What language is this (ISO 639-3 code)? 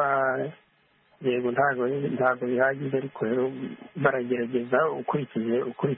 kin